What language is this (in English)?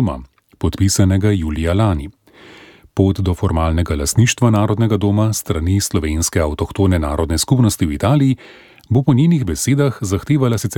Slovenian